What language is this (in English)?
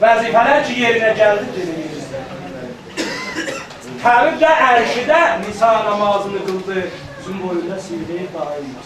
South Azerbaijani